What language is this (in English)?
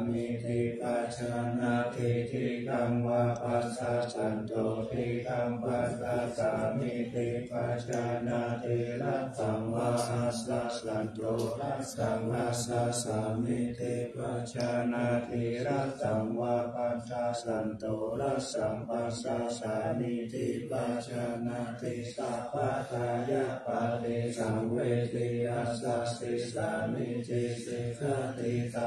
Pali